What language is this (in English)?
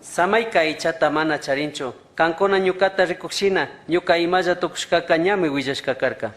Chimborazo Highland Quichua